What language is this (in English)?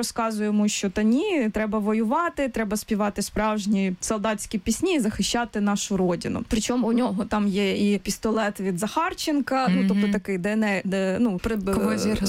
Ukrainian